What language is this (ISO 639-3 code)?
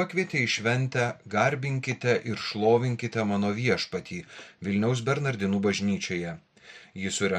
lit